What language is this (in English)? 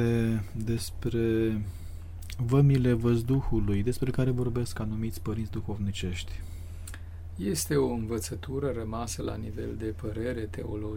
Romanian